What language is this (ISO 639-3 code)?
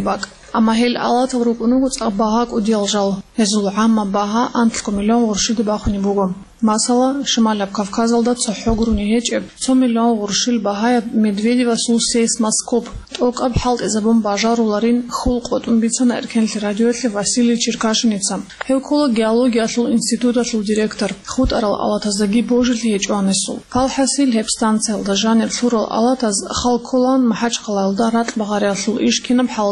ava